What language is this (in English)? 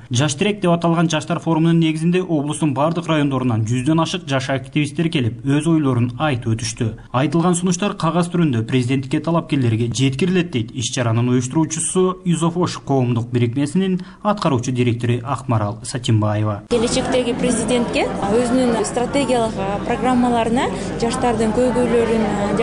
Kyrgyz